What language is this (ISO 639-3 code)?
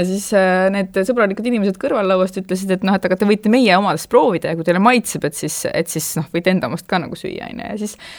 est